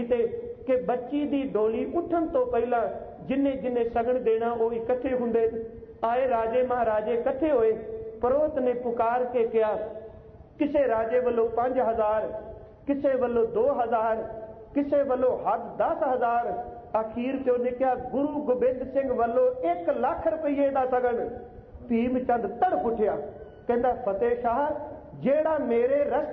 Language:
Punjabi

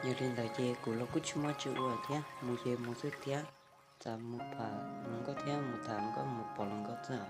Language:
Hmong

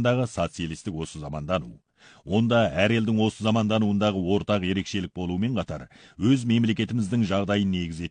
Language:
Kazakh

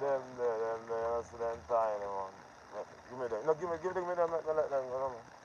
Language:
Jamaican Creole English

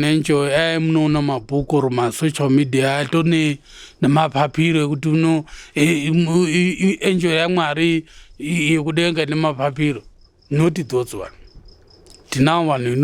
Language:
Shona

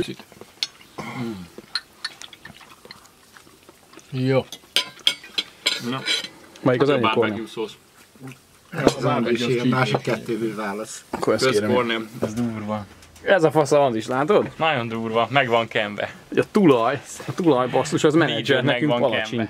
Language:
Hungarian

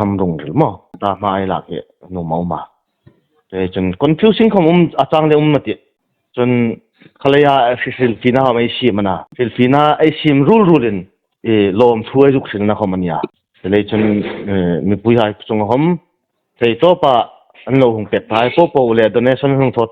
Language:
Hmar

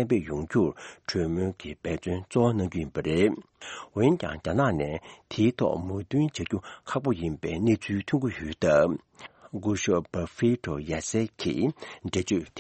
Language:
Tibetan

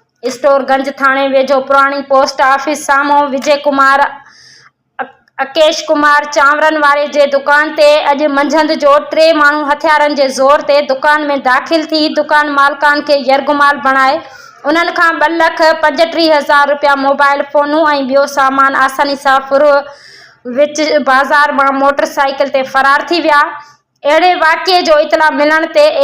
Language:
Sindhi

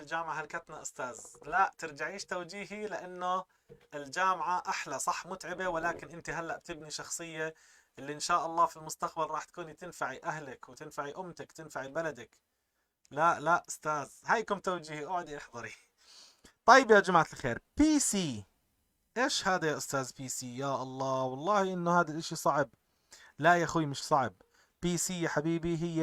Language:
North Levantine Arabic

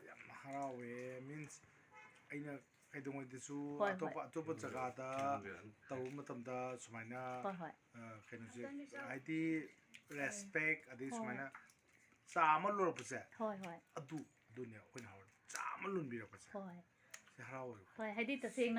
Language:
Manipuri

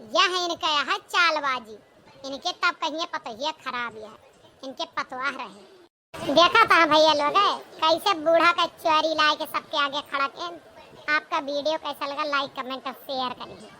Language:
Awadhi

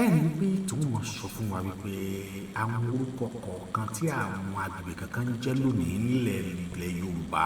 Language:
Yoruba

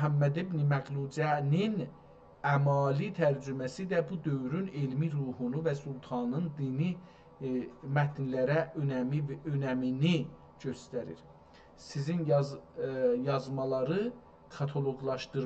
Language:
South Azerbaijani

